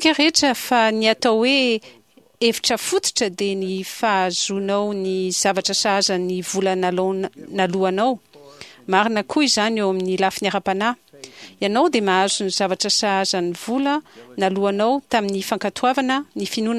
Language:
Malagasy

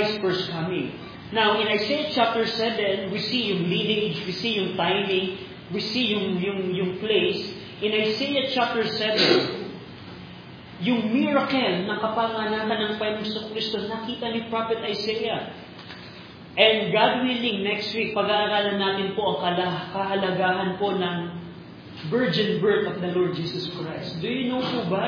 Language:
Filipino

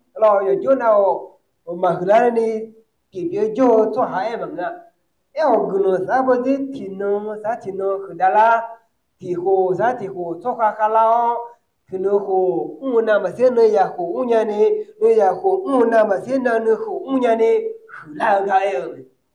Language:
Akha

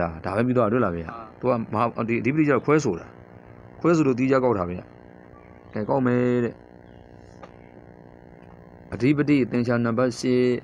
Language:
Burmese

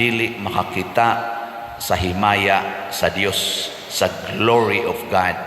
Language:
Cebuano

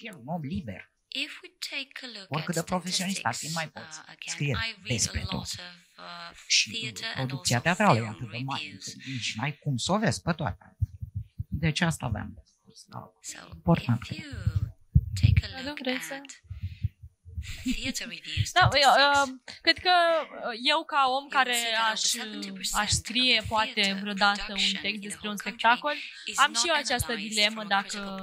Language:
Romanian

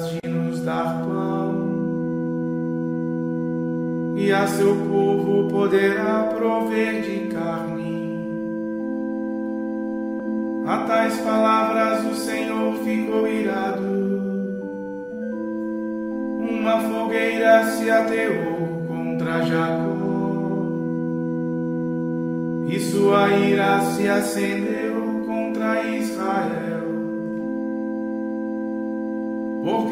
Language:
Portuguese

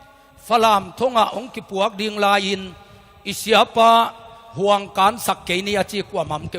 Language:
Tedim Chin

